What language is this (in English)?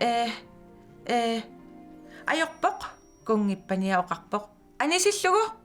Kalaallisut